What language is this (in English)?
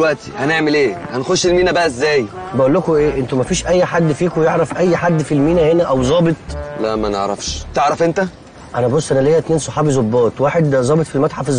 Egyptian Arabic